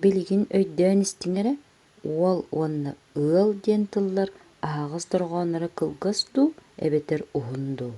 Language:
Yakut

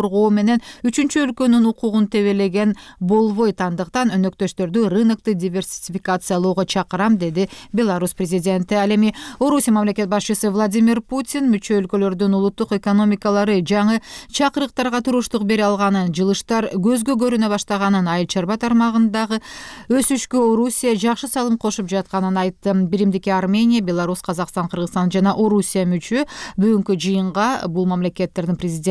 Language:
Kyrgyz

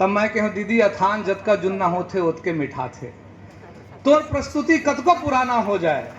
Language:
Chhattisgarhi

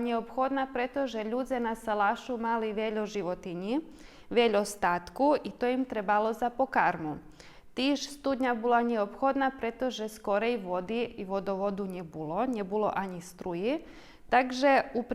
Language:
Rusyn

